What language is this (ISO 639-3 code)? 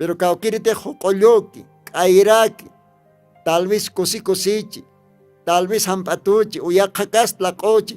aym